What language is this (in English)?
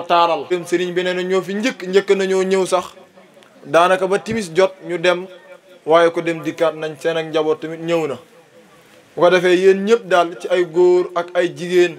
Wolof